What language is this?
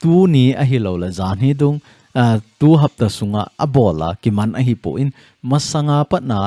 Thado Chin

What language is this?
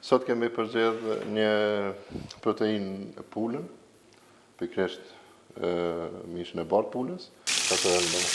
Albanian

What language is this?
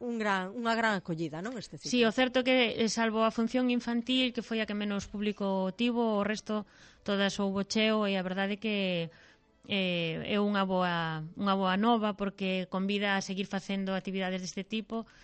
Galician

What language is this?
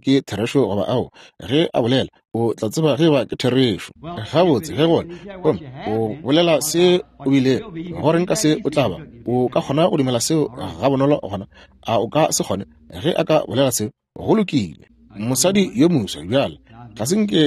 Northern Sotho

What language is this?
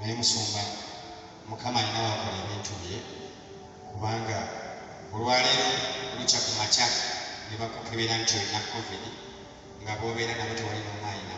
Ganda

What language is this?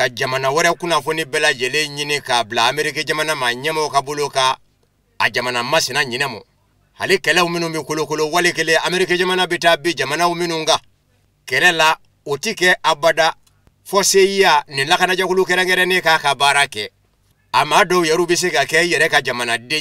Bambara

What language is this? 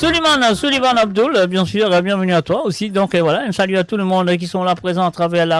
Morisyen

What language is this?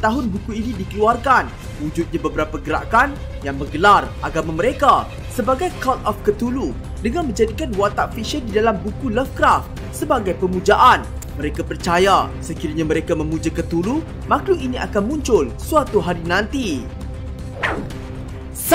Malay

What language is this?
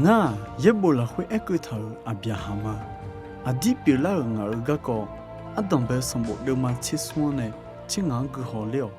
Akha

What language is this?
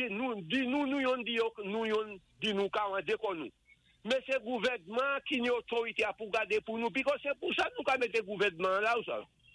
Saint Lucian Creole French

